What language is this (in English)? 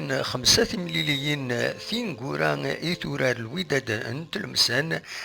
Kabyle